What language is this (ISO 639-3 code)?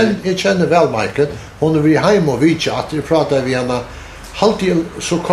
fao